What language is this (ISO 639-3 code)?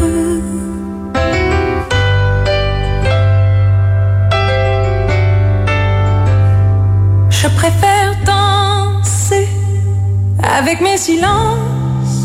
fra